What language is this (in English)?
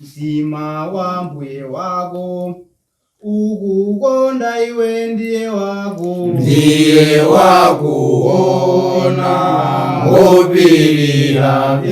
Nyanja